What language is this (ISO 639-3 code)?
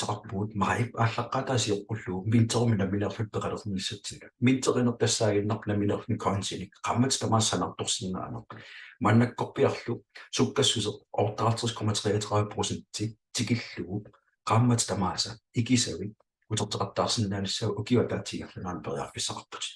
kal